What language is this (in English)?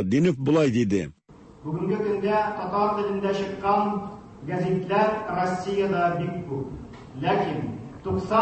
Tatar